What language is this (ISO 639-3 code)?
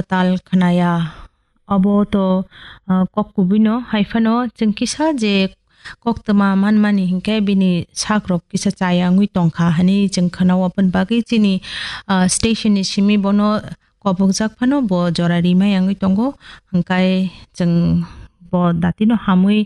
trp